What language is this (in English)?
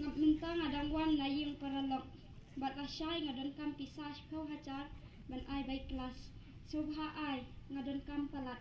Khasi